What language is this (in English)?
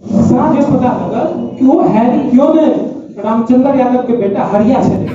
Maithili